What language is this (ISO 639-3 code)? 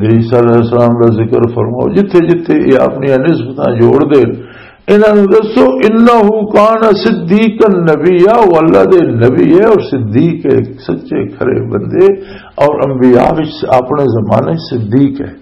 lah